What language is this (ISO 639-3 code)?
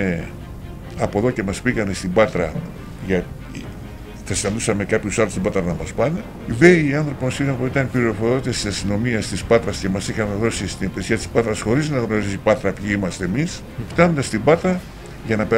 ell